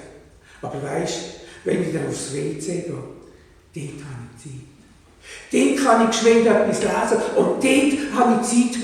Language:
Swiss German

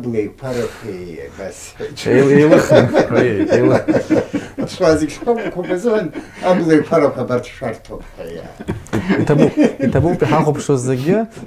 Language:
Abkhazian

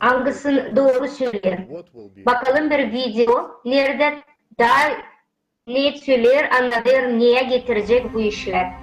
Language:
Gagauz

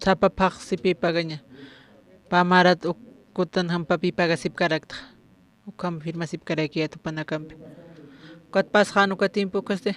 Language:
Aymara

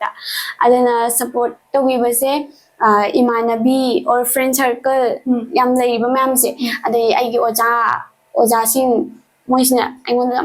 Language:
Manipuri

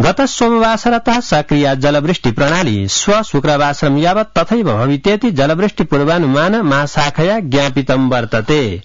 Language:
Sanskrit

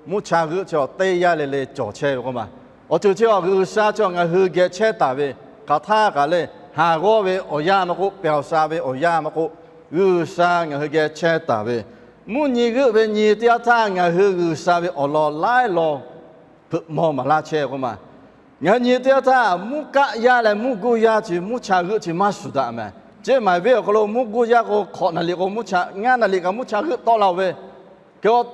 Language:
Lahu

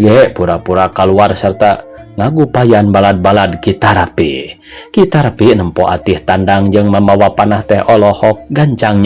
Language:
Sundanese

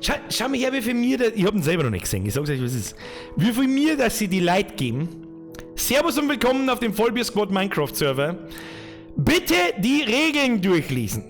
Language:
Bavarian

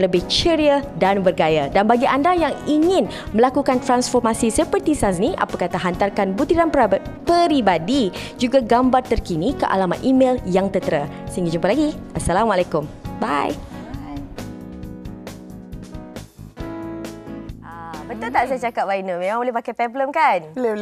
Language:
Malay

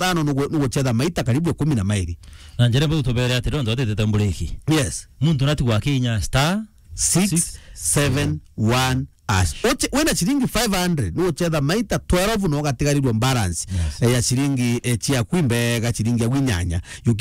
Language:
Meru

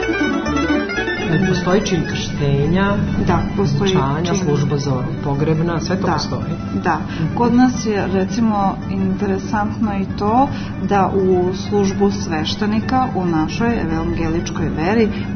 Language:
Serbian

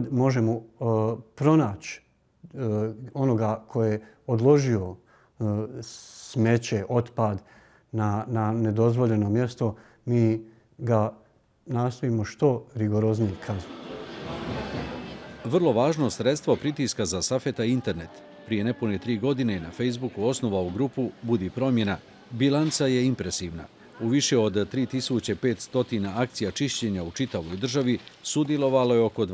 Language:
Bosnian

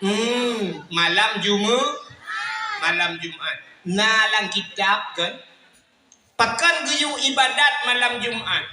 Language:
Achinese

